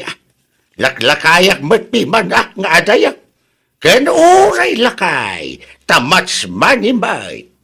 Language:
Iloko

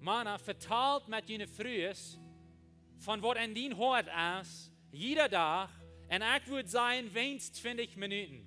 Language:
Plautdietsch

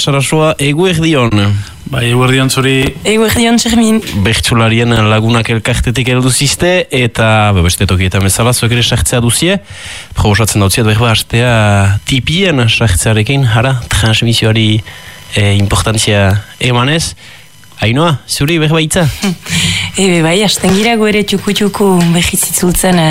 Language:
Basque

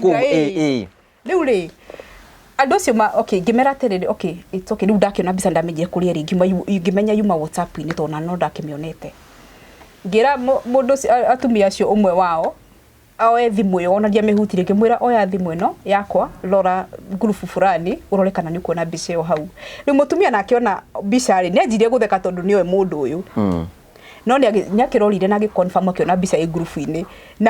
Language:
Kikuyu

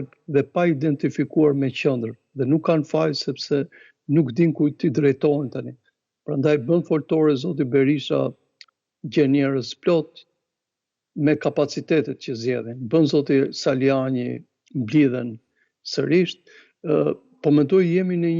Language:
Albanian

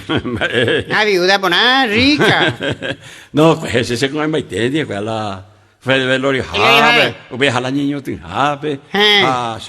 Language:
Guarani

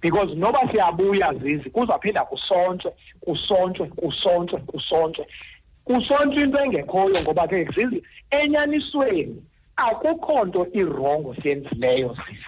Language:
Xhosa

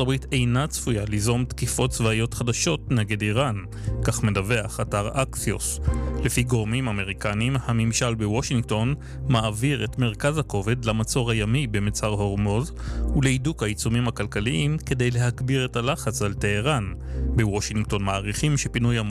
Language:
Hebrew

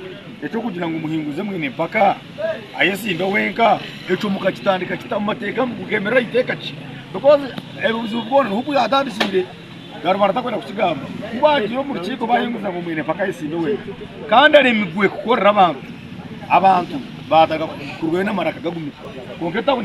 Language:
Nyankole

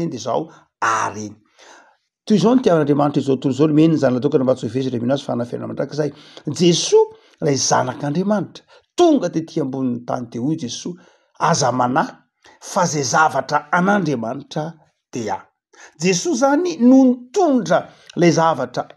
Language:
Malagasy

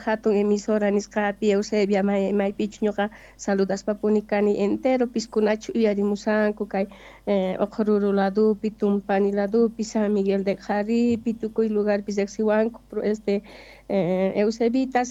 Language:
South Bolivian Quechua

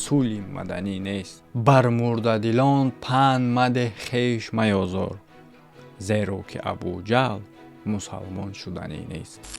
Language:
Tajik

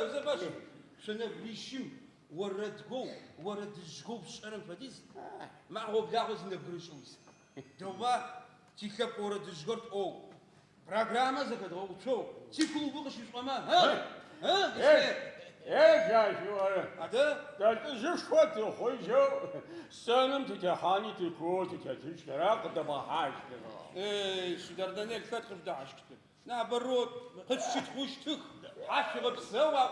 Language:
Adyghe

